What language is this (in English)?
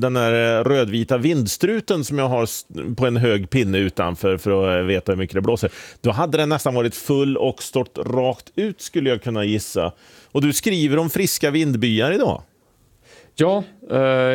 Swedish